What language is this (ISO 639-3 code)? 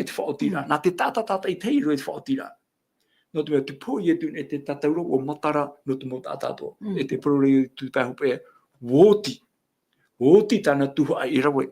tah